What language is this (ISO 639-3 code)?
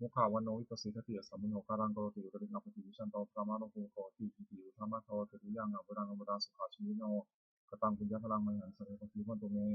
pli